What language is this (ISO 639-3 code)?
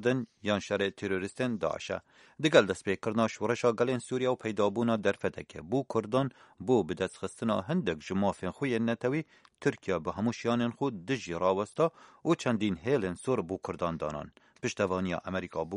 kur